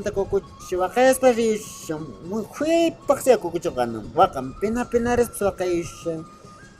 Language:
Quechua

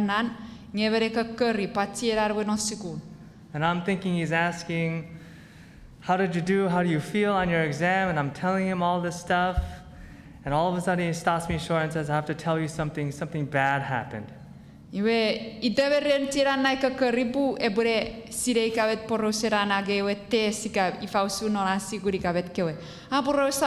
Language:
Chuukese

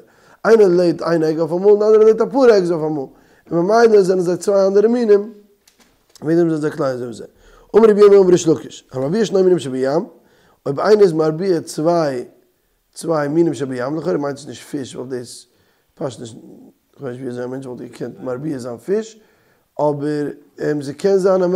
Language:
Yiddish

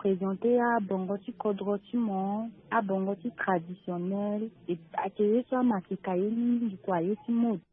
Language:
Sango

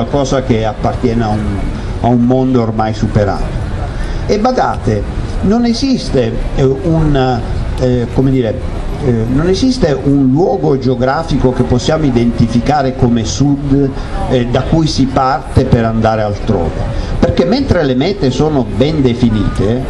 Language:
Italian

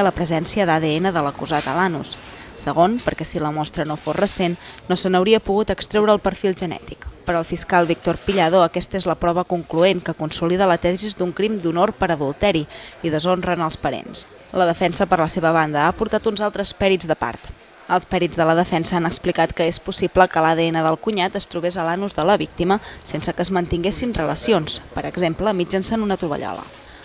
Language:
Catalan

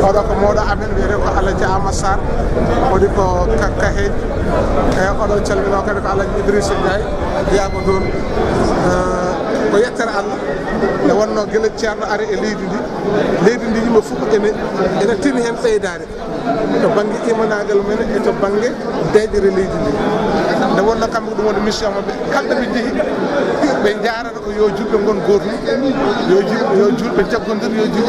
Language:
Fula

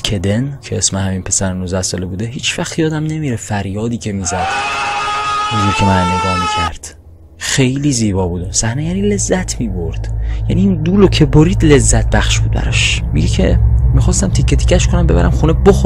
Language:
Persian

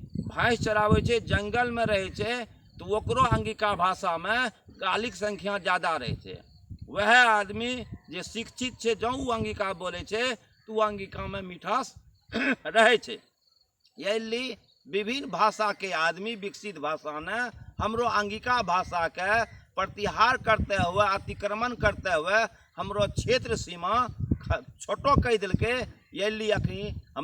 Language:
Angika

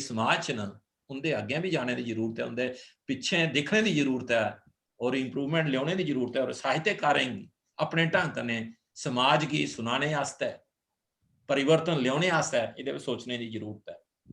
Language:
Dogri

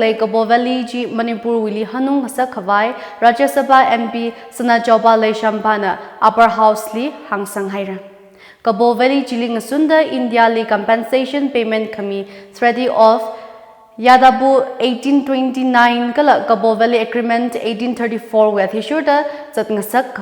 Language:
Tangkhul Naga (India)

